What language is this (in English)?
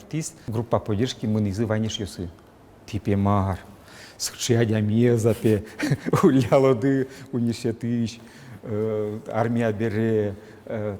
Udmurt